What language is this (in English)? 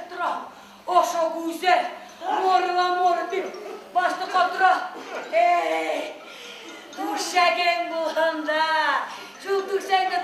Bashkir